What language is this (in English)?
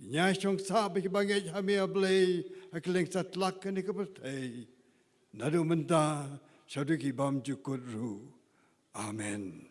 Khasi